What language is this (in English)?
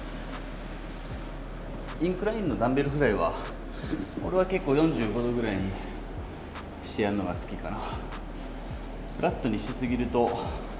Japanese